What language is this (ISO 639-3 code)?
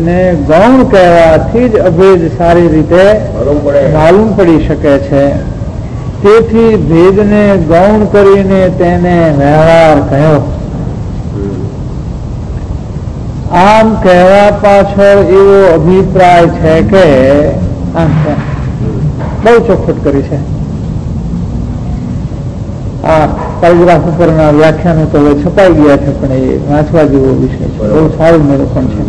guj